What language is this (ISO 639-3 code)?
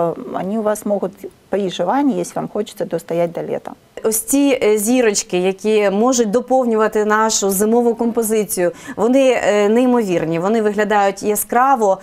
ukr